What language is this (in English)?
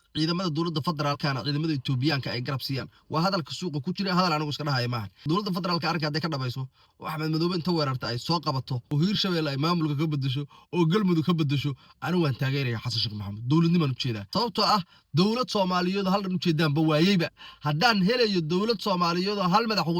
Somali